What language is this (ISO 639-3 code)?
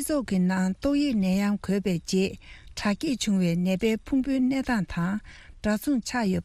bod